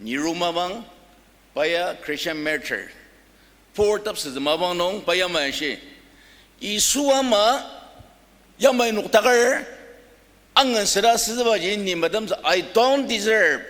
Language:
Ao Naga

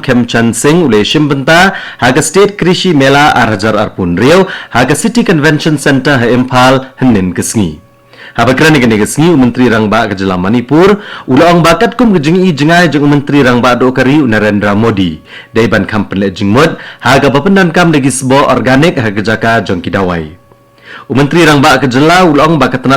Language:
Khasi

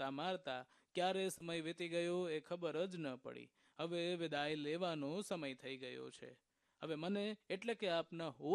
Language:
Gujarati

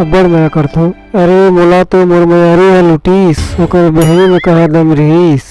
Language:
Chhattisgarhi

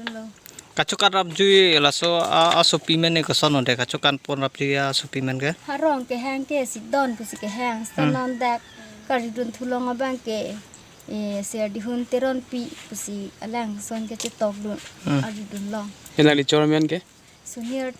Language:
Karbi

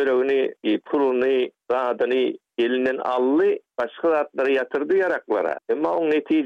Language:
Turkmen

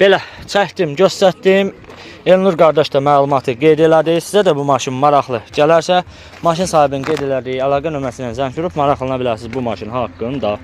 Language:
Azerbaijani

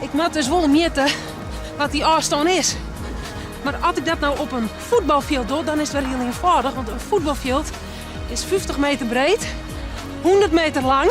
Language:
Western Frisian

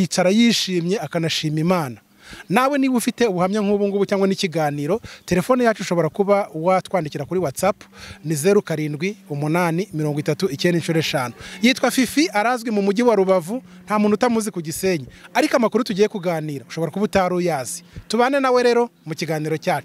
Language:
Kinyarwanda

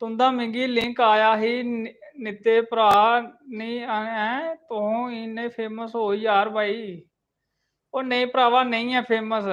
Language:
Dogri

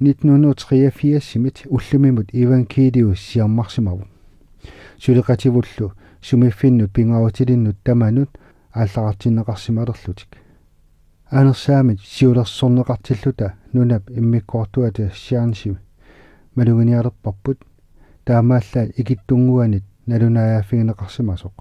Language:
Kalaallisut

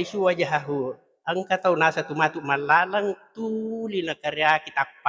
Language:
Buginese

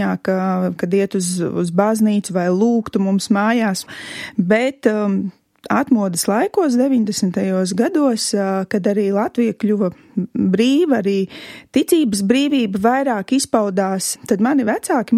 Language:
Latvian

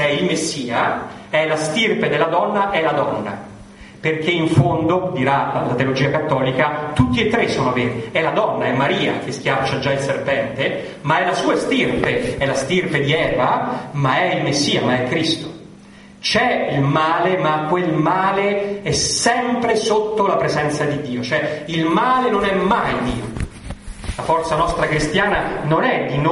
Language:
Italian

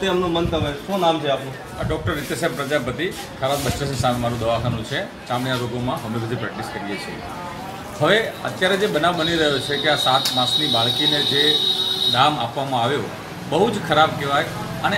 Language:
Gujarati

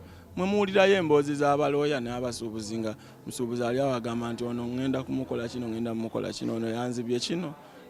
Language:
Ganda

